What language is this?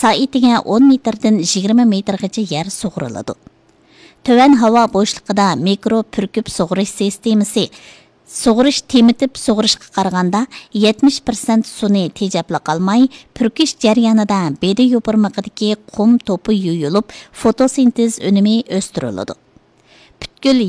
Uyghur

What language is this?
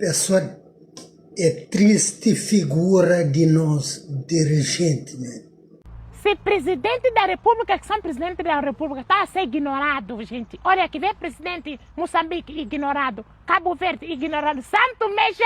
Kabuverdianu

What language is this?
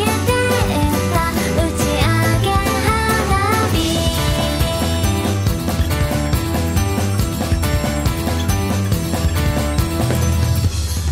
Japanese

